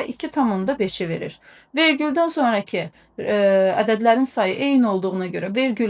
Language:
Azerbaijani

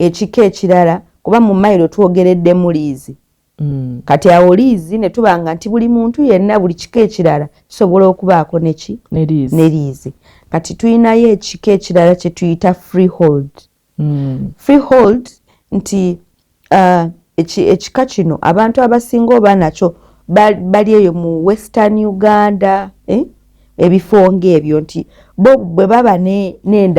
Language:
Ganda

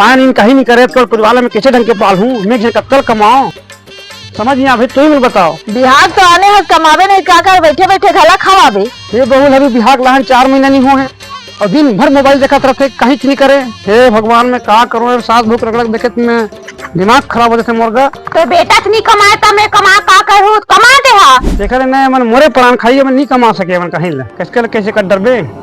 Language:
Chhattisgarhi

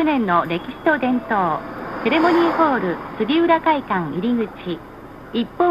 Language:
Japanese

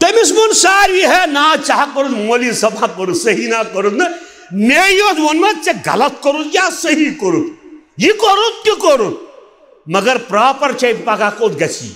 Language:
Kashmiri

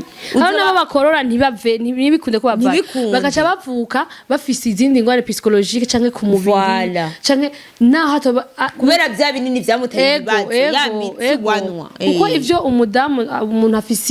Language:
Rundi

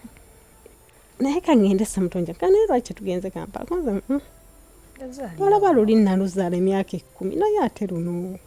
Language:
Ganda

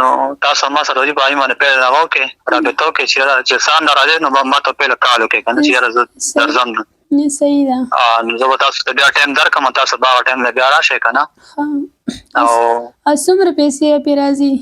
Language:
Pashto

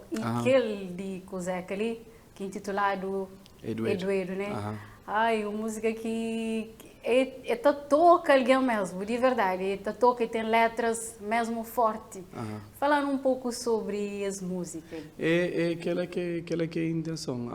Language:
Kabuverdianu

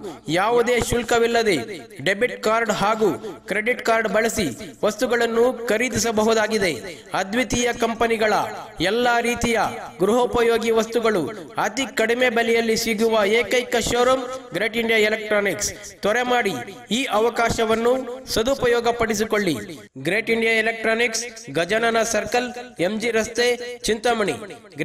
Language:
Kannada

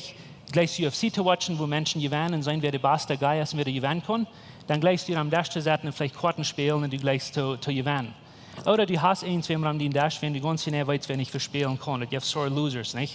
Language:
Plautdietsch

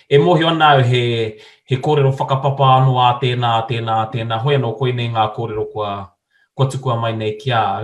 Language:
Māori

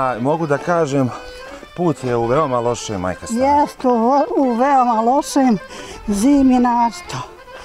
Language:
Bosnian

